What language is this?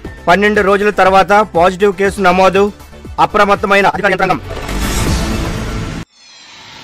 Telugu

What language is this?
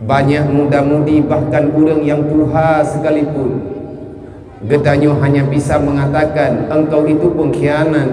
Achinese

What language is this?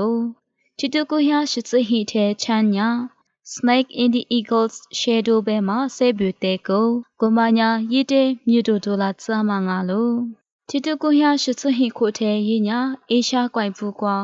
Lisu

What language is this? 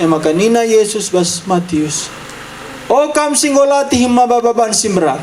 Batak Karo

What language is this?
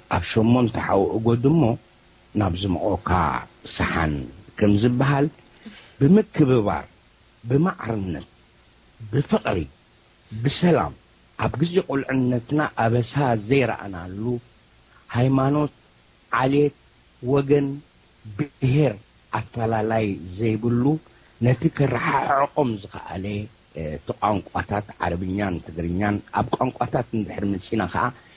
Tigrinya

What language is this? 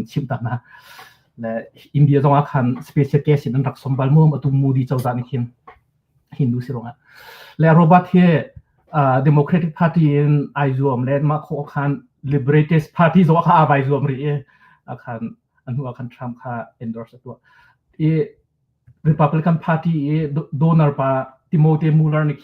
Hakha Chin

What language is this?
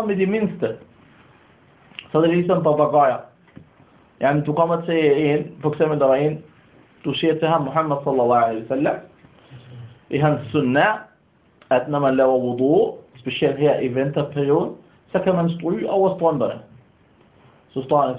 Danish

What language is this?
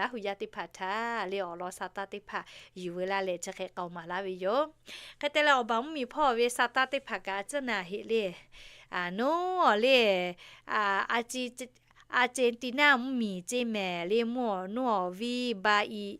Lahu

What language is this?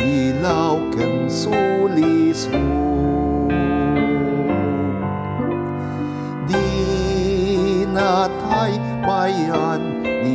Filipino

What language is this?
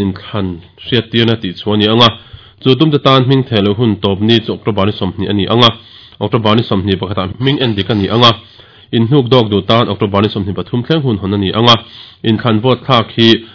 Mizo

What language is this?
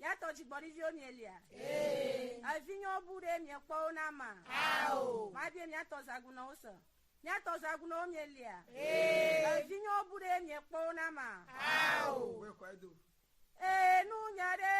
Ewe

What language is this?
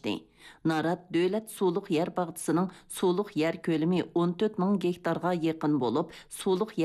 Uyghur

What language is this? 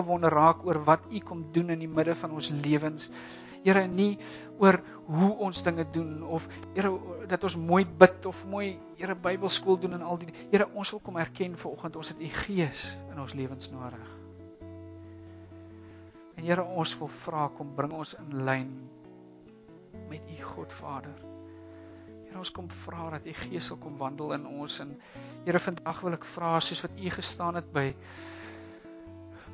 Afrikaans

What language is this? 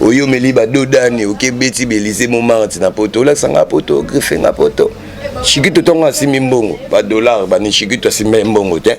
Lingala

